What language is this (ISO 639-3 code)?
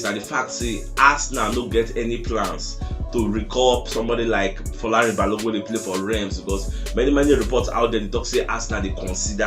pcm